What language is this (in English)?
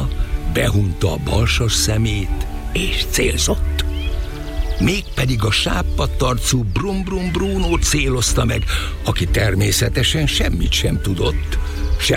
Hungarian